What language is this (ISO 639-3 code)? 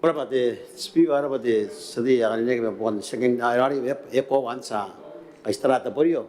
gil